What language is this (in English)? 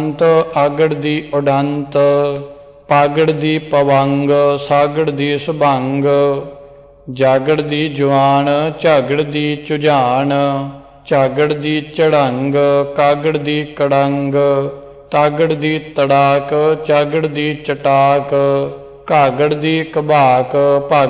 Punjabi